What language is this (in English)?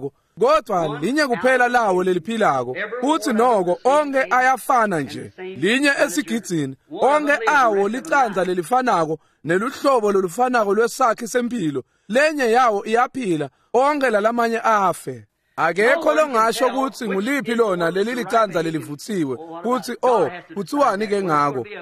Swati